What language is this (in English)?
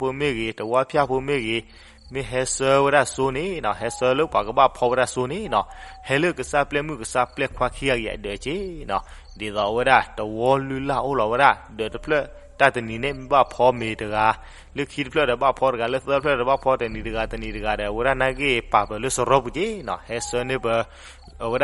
S'gaw Karen